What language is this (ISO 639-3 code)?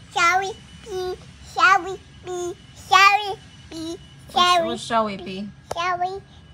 fil